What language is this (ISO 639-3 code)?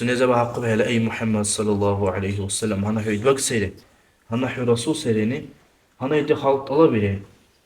dar